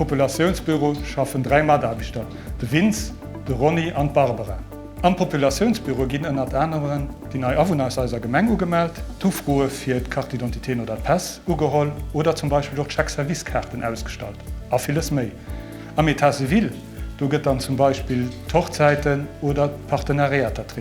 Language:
Luxembourgish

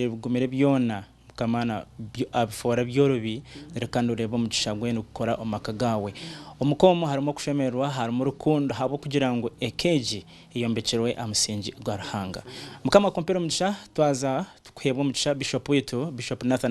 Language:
Nyankole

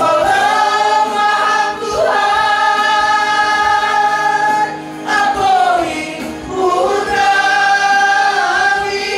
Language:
Batak Simalungun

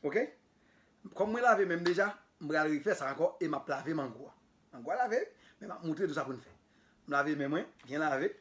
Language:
Haitian Creole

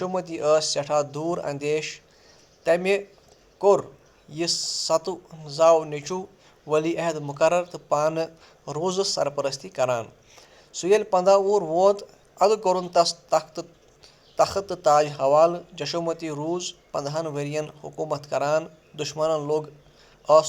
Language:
Kashmiri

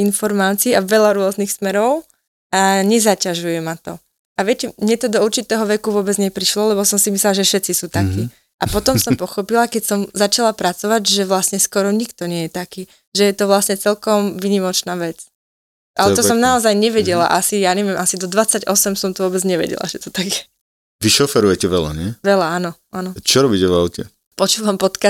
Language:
Slovak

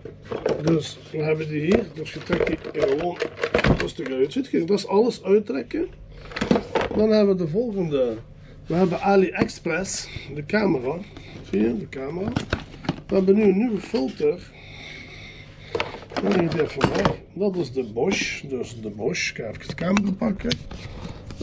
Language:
Dutch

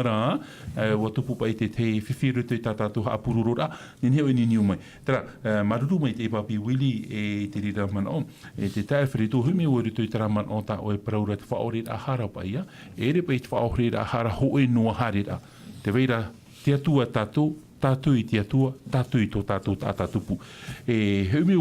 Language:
Tahitian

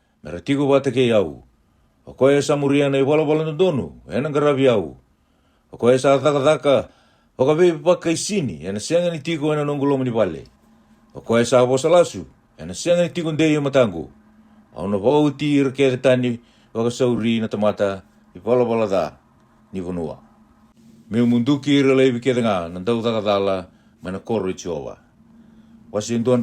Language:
Fijian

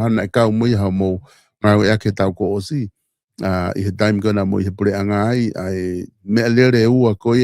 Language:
Tongan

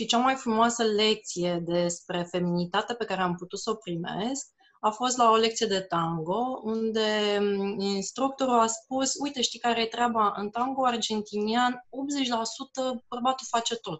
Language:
Romanian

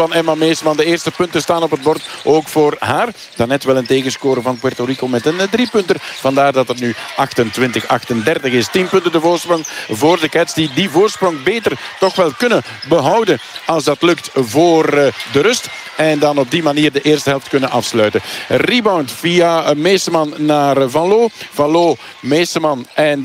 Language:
Dutch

